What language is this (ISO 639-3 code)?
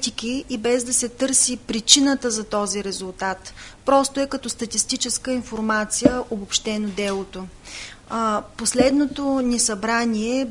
bul